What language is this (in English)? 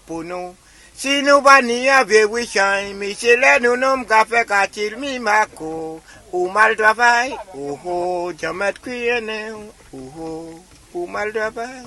Saint Lucian Creole French